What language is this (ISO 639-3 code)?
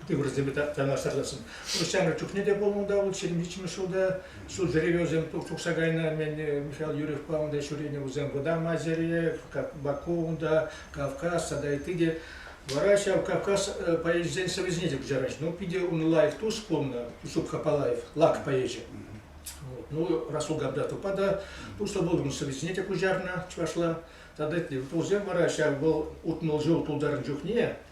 chv